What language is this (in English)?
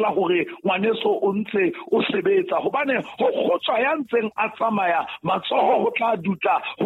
Southern Sotho